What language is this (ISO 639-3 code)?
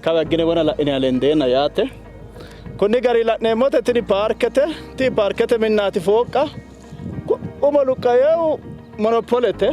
sid